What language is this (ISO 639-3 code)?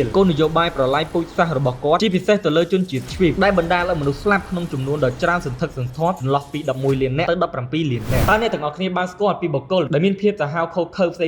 khm